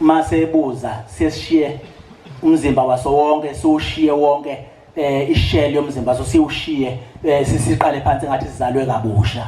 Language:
Zulu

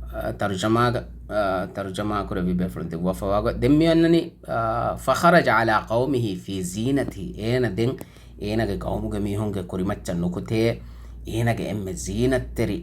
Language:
Divehi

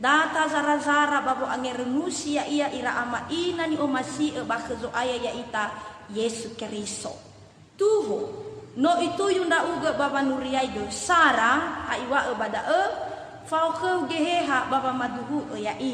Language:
Nias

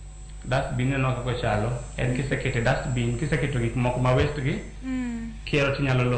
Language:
Luo (Kenya and Tanzania)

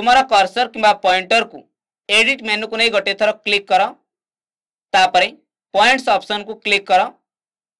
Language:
Odia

